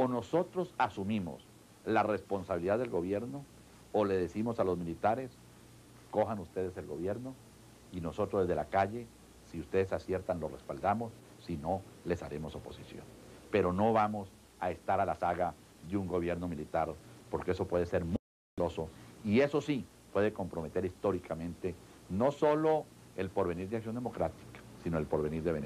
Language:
Spanish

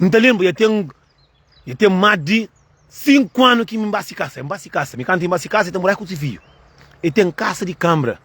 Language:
Kabuverdianu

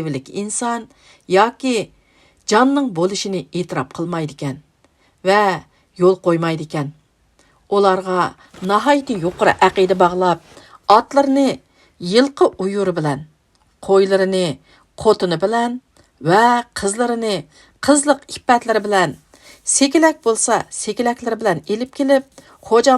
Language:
Uyghur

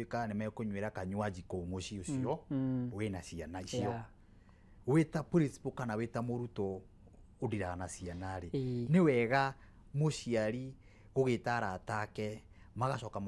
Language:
Kikuyu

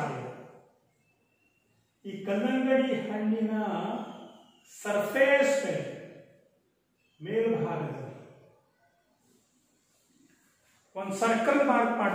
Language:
Kannada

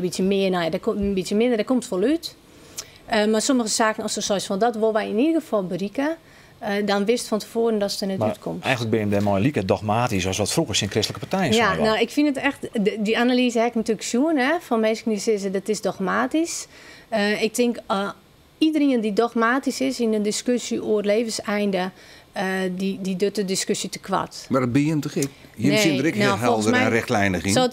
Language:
Western Frisian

